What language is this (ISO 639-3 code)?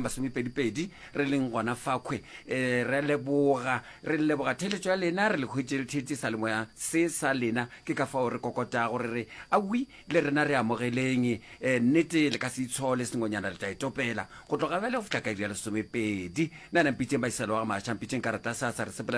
nso